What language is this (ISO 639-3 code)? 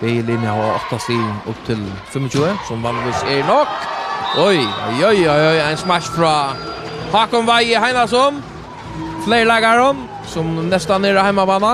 fao